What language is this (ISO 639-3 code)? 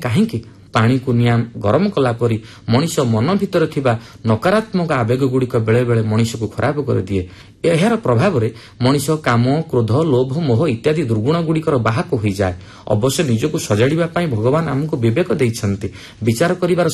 ori